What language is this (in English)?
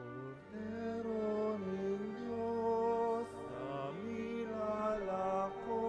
Pampanga